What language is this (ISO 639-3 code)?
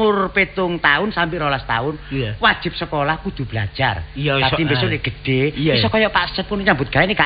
jav